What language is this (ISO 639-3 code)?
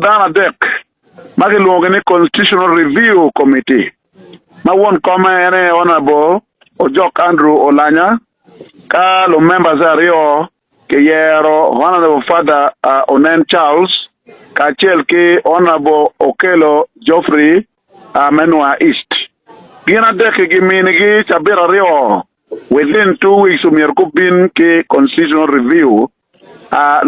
ach